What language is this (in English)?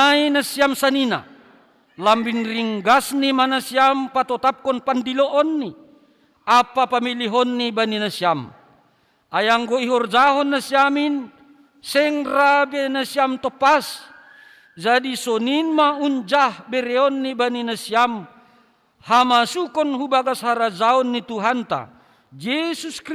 Batak Simalungun